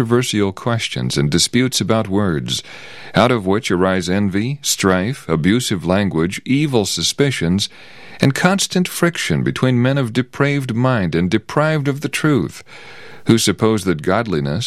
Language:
English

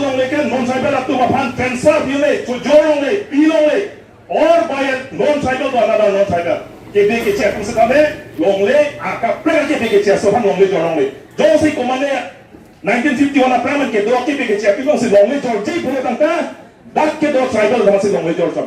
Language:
Karbi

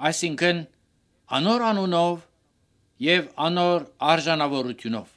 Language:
Armenian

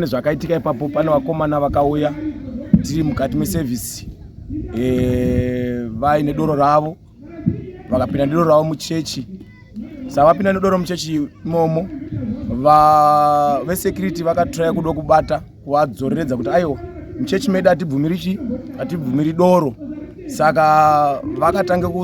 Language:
Shona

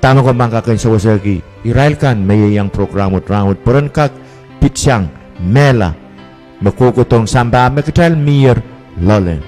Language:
Pohnpeian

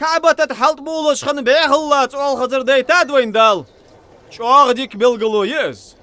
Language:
Ingush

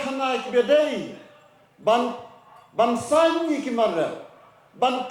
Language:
Khasi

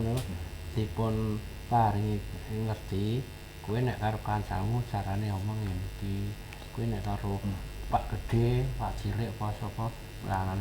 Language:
Javanese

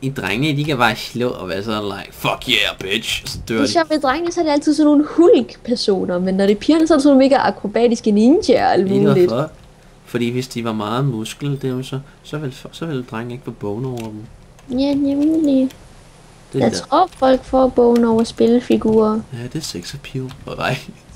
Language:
Danish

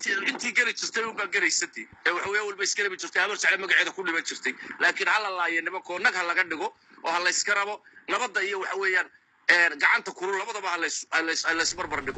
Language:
Somali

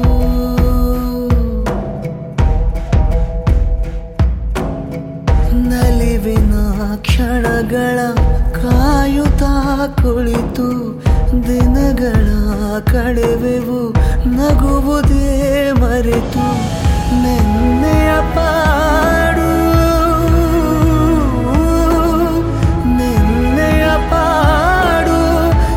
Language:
Kannada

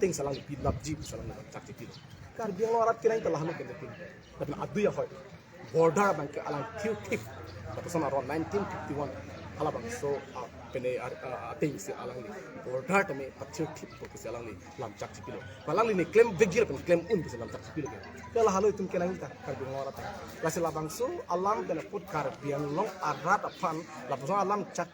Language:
Karbi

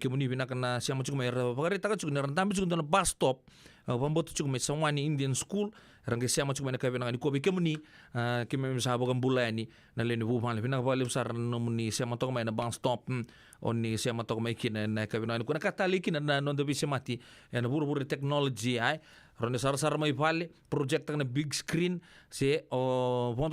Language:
Fijian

